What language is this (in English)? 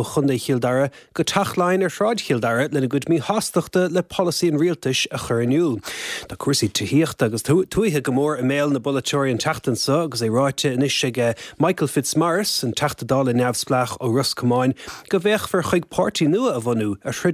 Irish